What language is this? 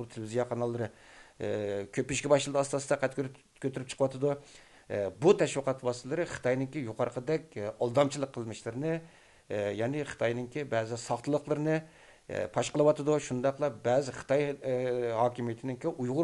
Uyghur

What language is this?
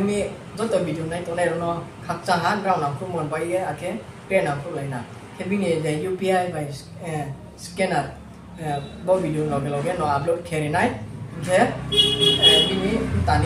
Riang (India)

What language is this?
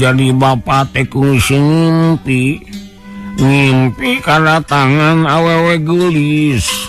Sundanese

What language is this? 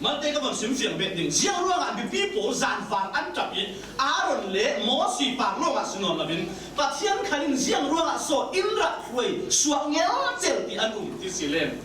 Falam Chin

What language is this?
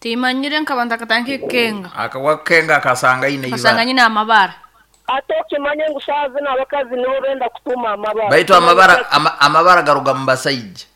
Nyankole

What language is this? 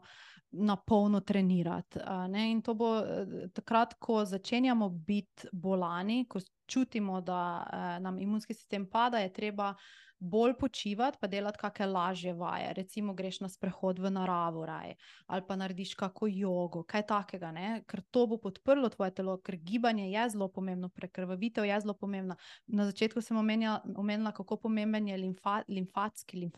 Slovenian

